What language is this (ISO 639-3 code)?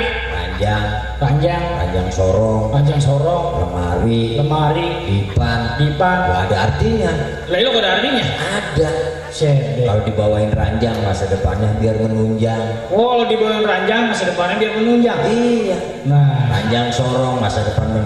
bew